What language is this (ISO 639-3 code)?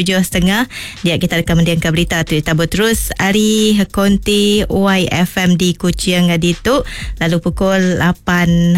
iba